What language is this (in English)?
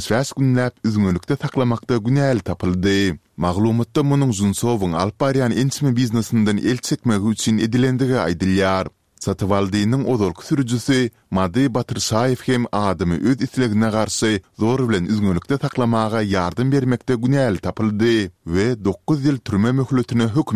Kyrgyz